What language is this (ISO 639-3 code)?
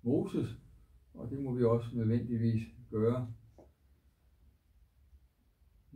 dan